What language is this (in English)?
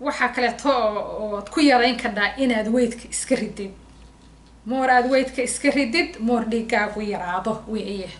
Somali